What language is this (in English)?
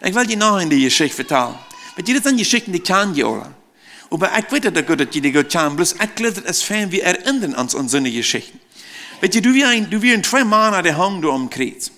Plautdietsch